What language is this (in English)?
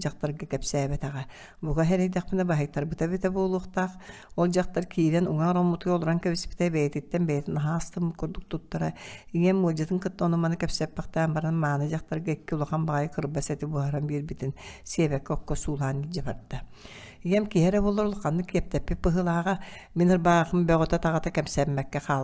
Yakut